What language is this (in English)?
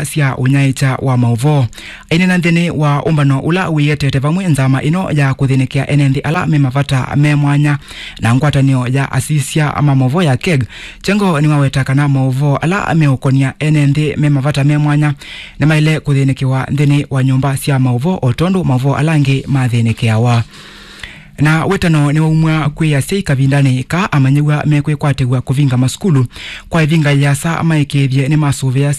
Kamba